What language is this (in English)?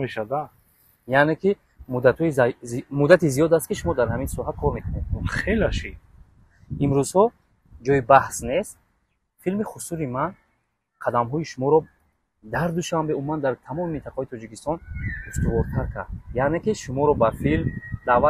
Tajik